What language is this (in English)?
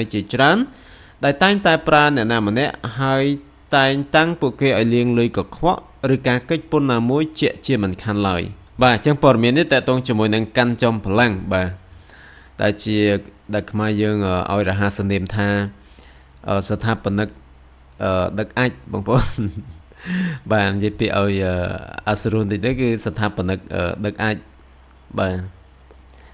Khmer